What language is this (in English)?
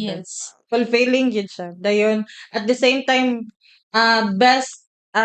Cebuano